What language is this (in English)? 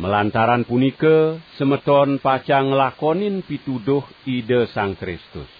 Balinese